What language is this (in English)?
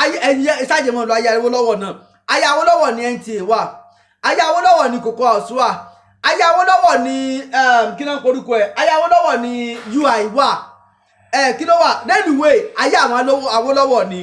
Yoruba